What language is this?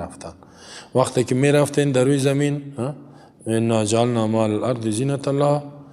Tajik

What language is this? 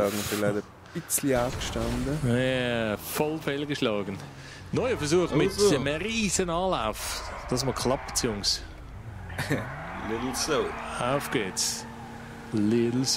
Swiss German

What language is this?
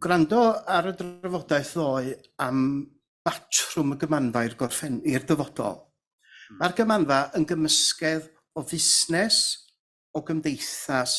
Welsh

